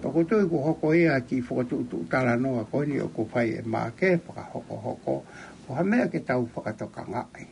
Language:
Tongan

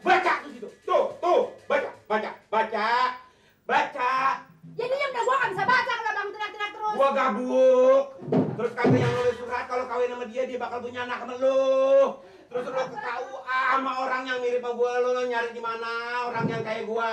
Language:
Betawi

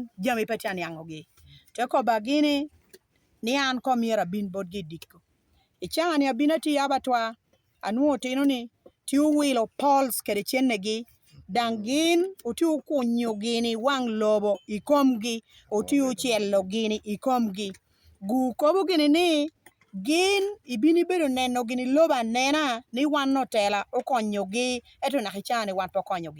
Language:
Lango (Uganda)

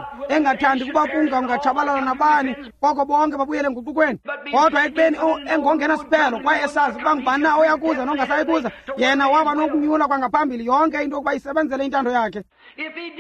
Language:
Xhosa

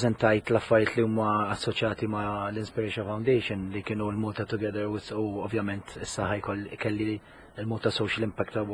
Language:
Maltese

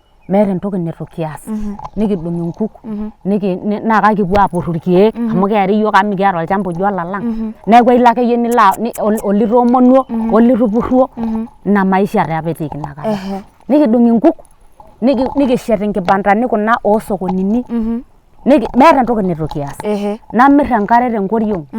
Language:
Masai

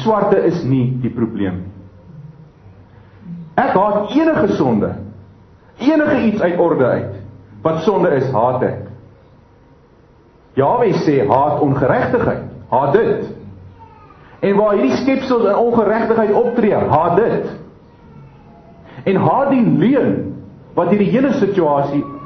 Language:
Afrikaans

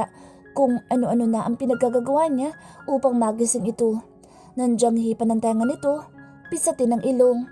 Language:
Filipino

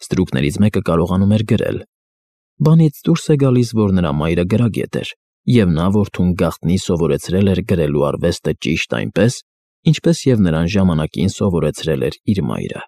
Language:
Armenian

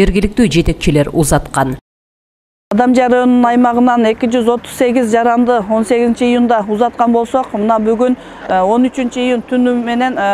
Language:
Kyrgyz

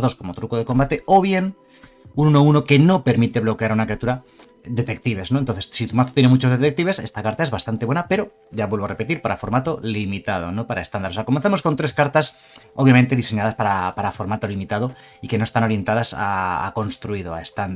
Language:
Spanish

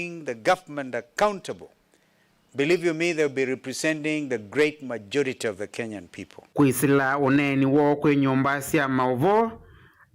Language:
Kamba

